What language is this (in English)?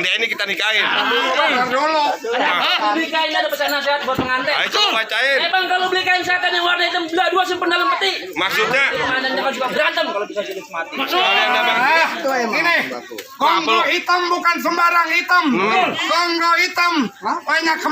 Betawi